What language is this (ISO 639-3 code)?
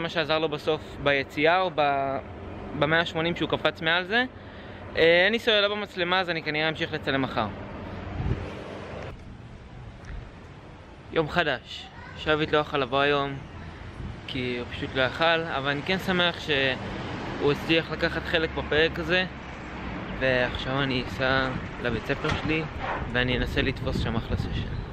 heb